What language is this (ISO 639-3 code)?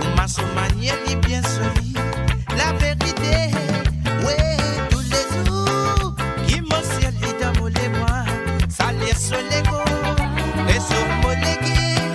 mfe